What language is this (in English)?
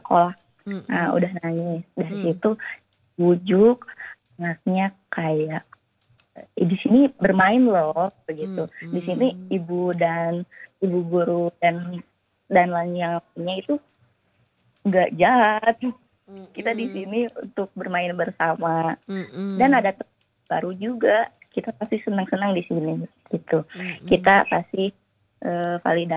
Indonesian